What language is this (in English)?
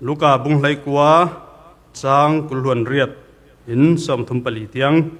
Falam Chin